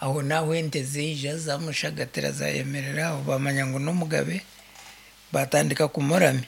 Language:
Nyankole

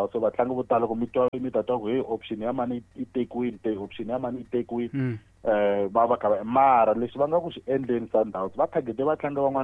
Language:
Tsonga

